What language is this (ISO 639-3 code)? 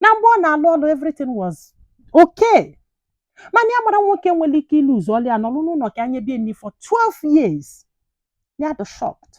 ibo